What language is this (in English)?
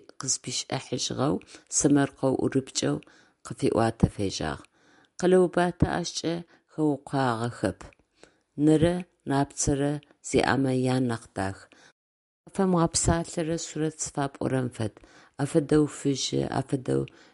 Adyghe